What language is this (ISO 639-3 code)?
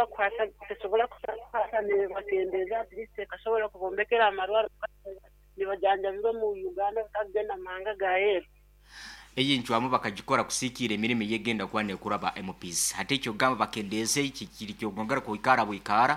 nyn